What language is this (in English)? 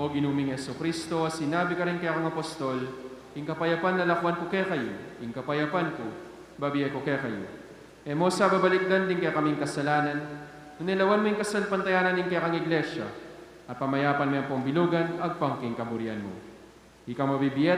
Pampanga